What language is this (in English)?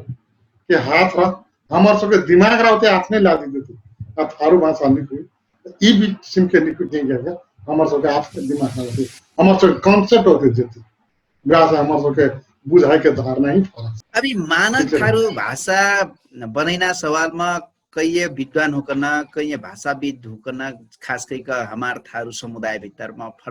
Dangaura Tharu